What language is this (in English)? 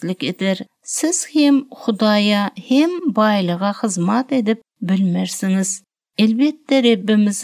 Turkmen